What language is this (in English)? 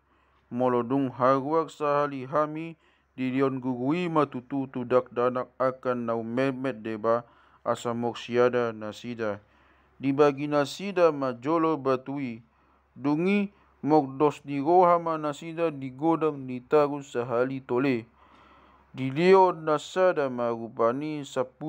Batak Toba